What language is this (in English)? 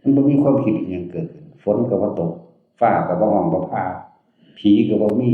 Northeastern Thai